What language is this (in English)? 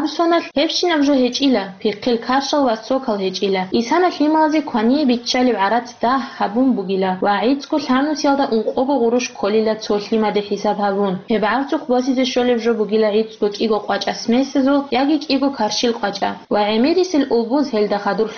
Avaric